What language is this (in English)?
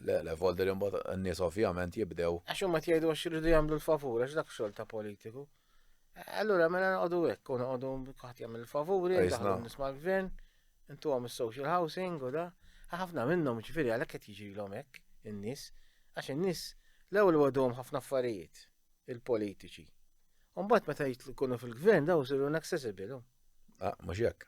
Maltese